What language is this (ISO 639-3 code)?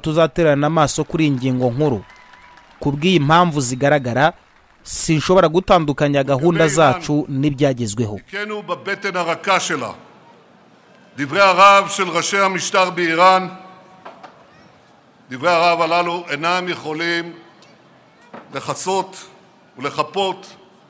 kin